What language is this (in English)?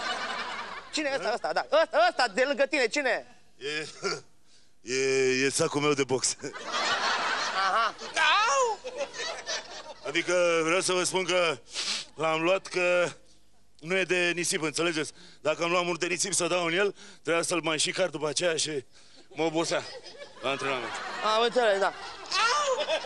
Romanian